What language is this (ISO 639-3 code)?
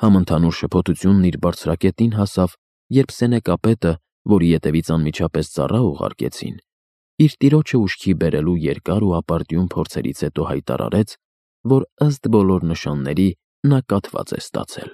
hye